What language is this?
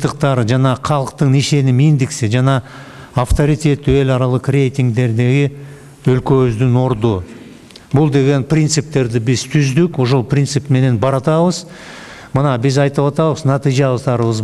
Kyrgyz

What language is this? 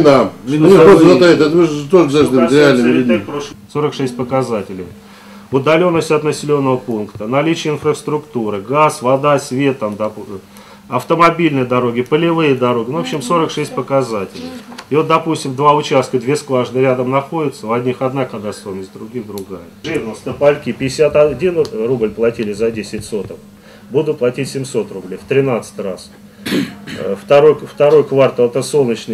Russian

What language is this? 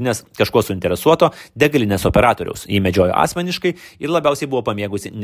Lithuanian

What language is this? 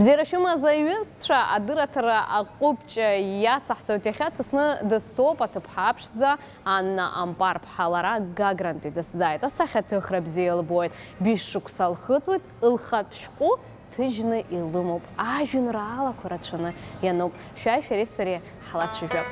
Abkhazian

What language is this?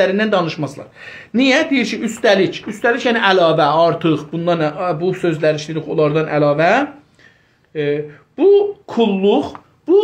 South Azerbaijani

